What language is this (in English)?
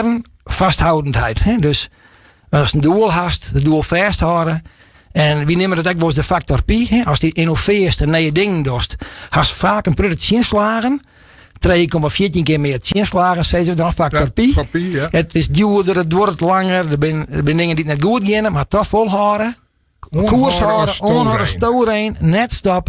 Western Frisian